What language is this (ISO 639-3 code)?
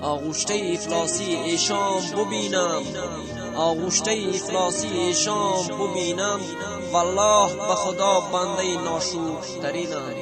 tgk